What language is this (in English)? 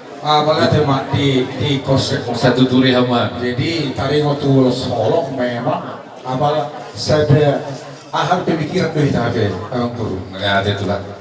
Batak Toba